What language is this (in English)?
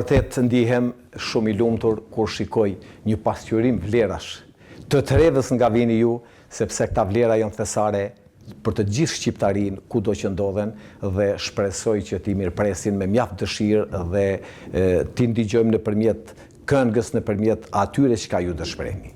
Albanian